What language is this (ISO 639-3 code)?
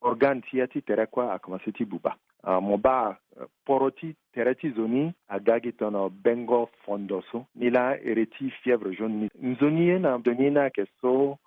sag